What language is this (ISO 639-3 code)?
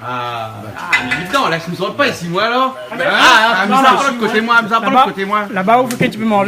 rcf